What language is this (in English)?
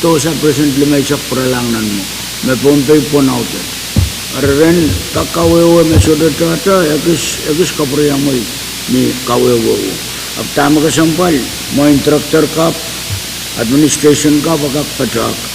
Pohnpeian